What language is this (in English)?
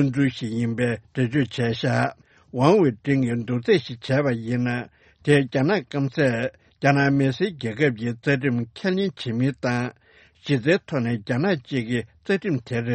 Tibetan